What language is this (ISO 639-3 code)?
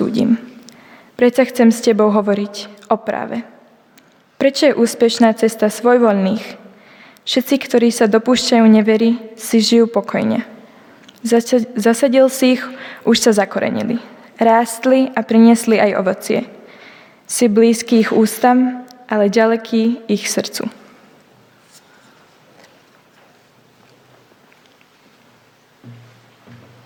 slk